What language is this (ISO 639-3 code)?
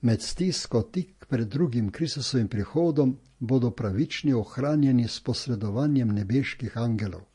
slv